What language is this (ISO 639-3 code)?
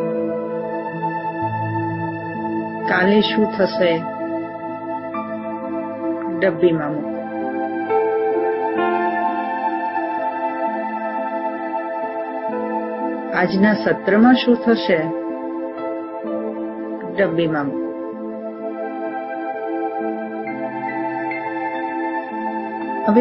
guj